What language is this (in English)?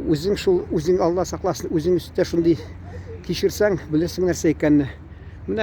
Tatar